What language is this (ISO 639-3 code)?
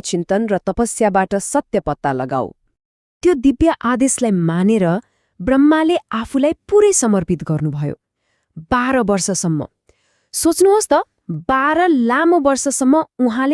nep